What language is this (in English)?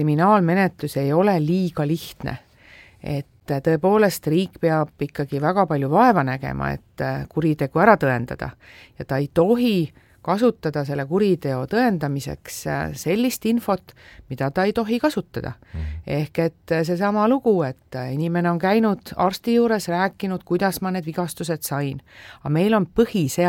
Estonian